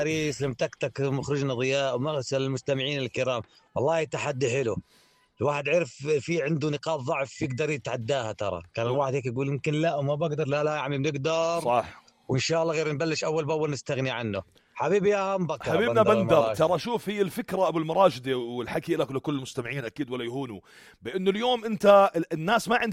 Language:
North Levantine Arabic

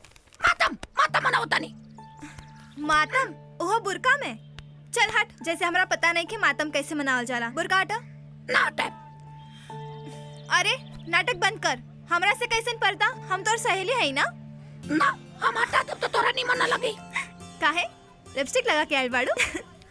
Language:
Bhojpuri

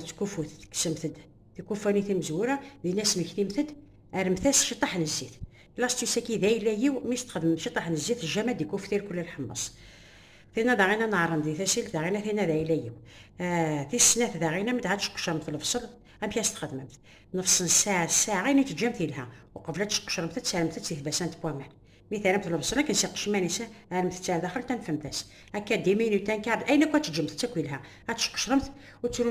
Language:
Kabyle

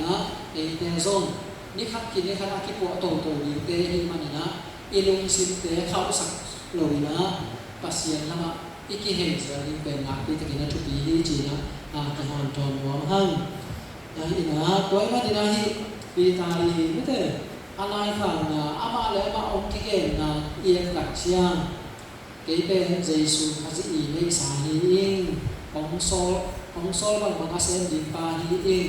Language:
Tedim Chin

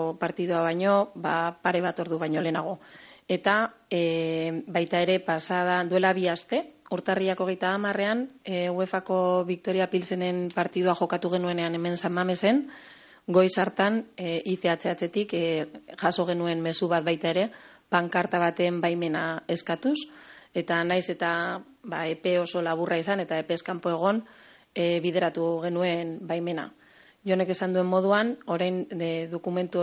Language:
Basque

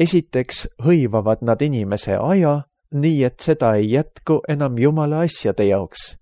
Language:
Estonian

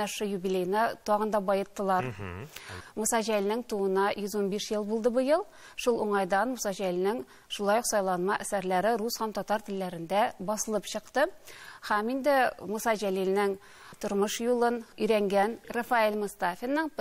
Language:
Tatar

